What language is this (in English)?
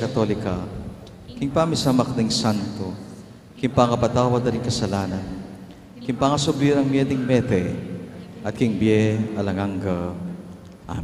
Pampanga